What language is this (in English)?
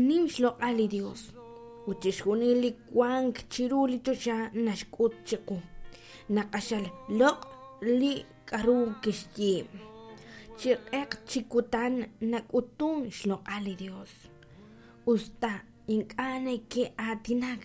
Kekchí